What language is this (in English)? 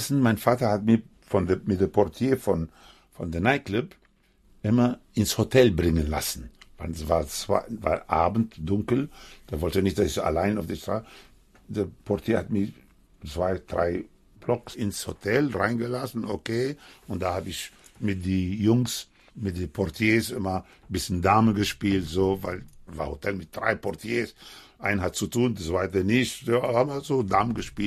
German